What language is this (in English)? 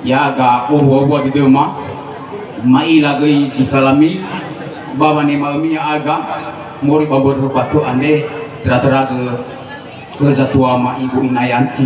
Nias